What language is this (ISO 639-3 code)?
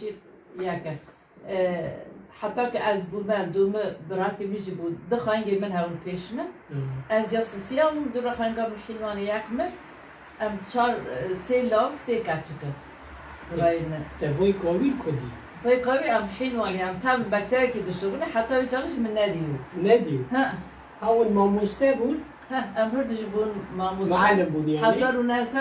kur